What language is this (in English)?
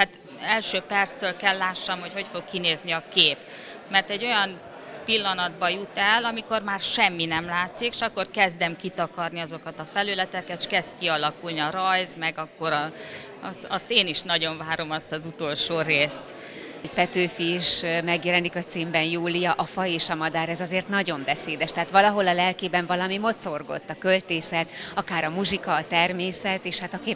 Hungarian